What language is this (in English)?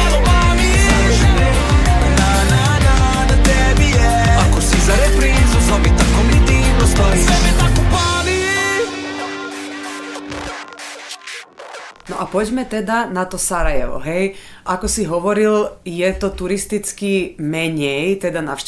Slovak